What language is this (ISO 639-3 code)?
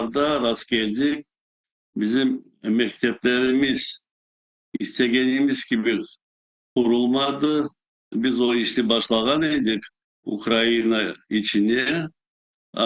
crh